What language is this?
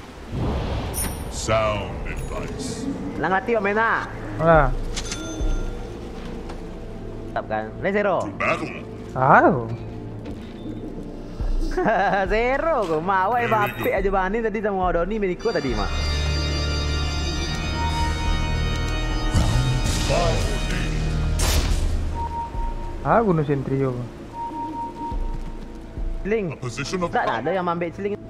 Malay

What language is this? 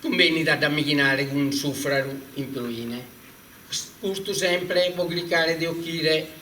Sardinian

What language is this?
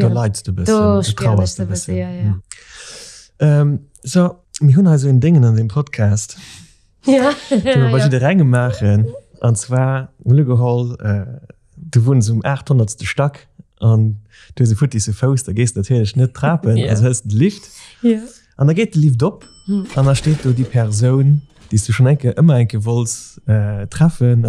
Luxembourgish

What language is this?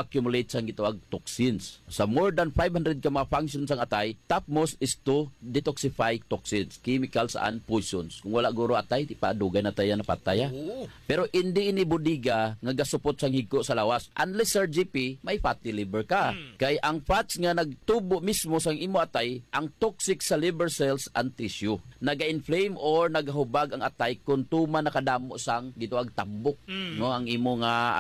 Hiligaynon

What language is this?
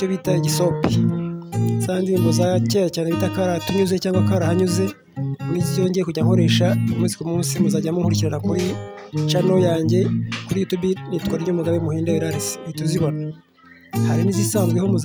Kinyarwanda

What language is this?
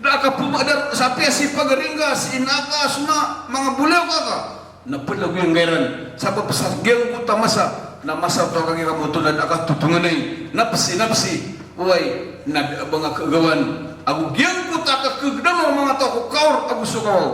Maranao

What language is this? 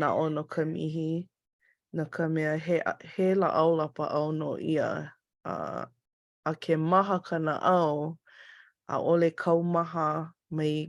Hawaiian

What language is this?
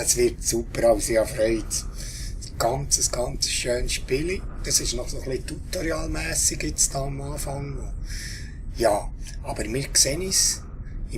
Swiss German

